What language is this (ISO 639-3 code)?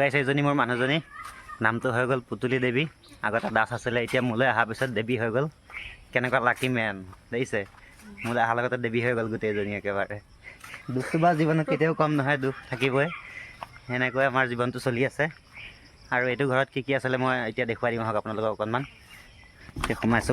asm